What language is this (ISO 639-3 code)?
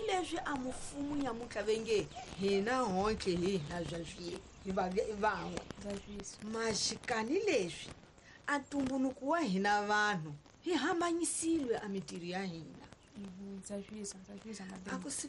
tso